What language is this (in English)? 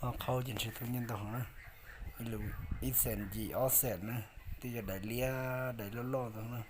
Hmong